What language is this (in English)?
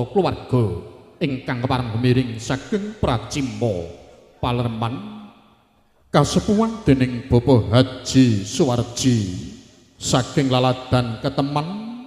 Javanese